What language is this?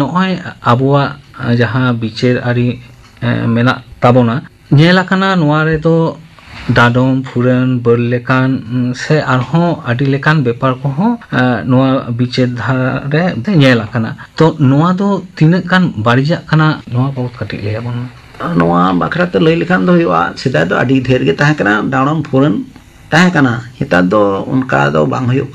Santali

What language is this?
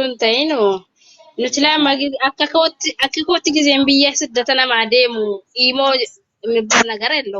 Oromo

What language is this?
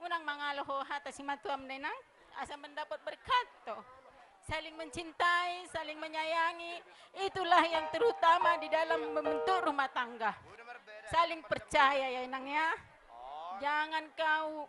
Batak Toba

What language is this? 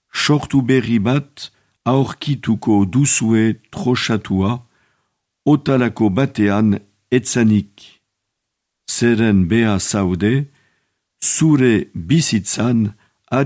Basque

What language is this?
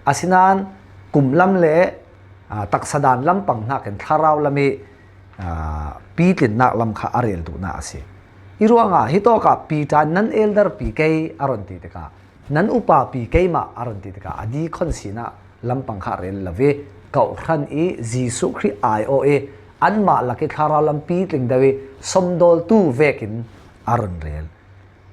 Falam Chin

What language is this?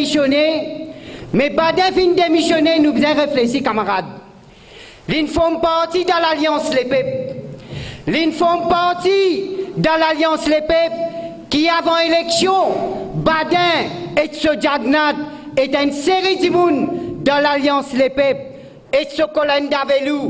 Morisyen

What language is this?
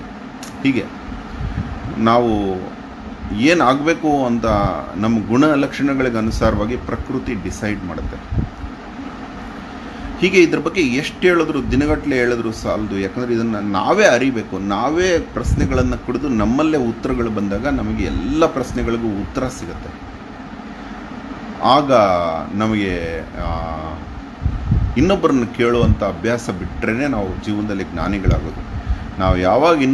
Kannada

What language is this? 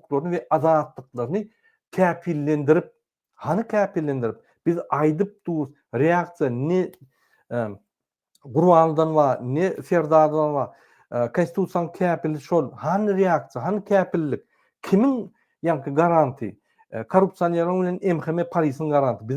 Turkmen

